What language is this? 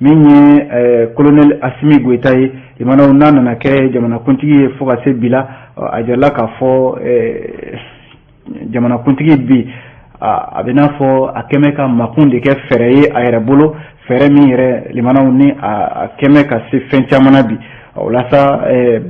Bambara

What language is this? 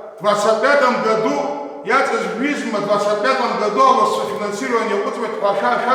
Abkhazian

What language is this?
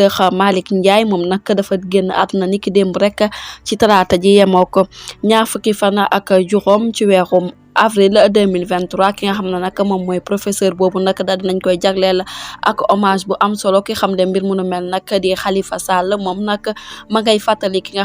Wolof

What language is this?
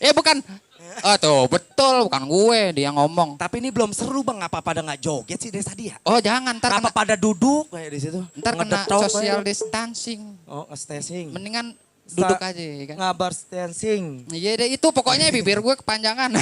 Betawi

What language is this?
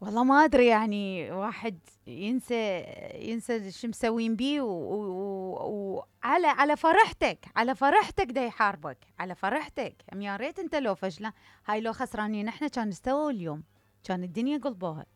Mesopotamian Arabic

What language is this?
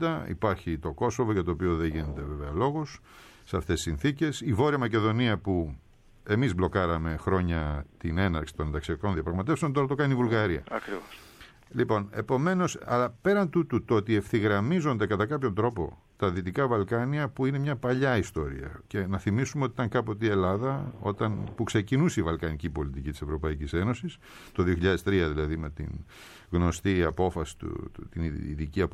Greek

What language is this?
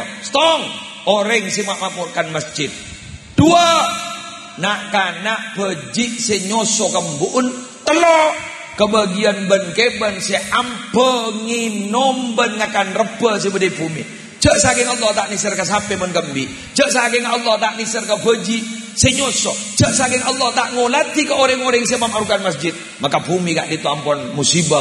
Madurese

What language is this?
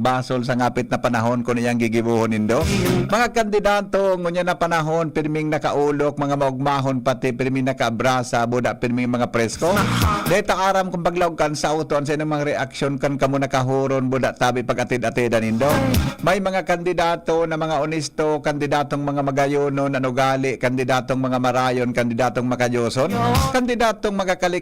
Bikol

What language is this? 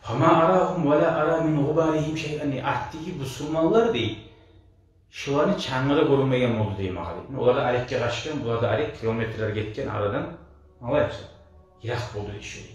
Kumyk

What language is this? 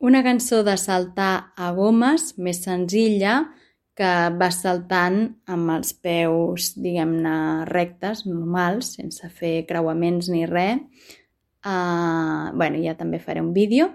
Catalan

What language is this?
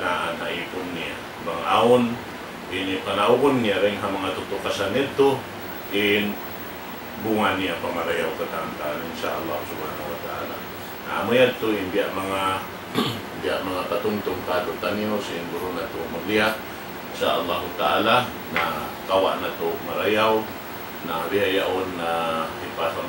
Tausug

